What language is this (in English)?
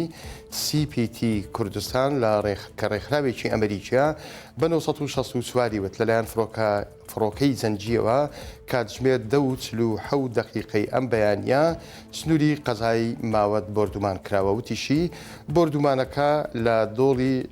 Central Kurdish